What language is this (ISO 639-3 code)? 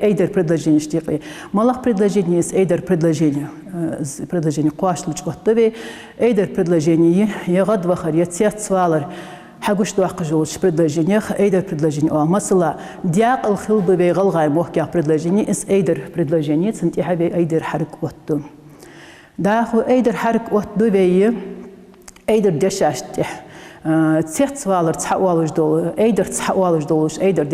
inh